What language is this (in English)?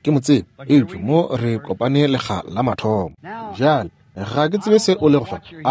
Northern Sotho